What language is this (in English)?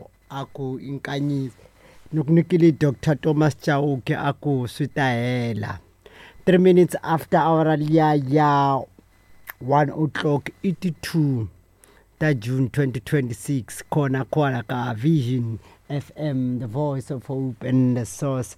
Tsonga